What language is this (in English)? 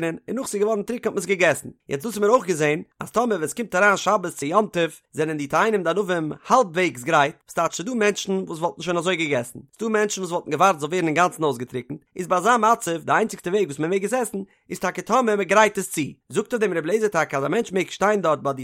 Yiddish